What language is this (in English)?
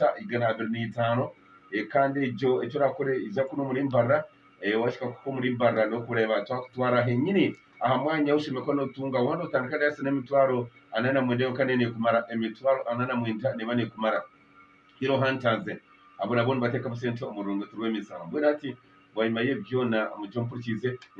Nyankole